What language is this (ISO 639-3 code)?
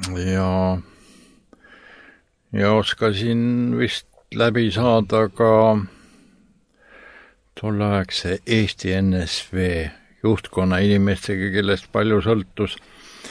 est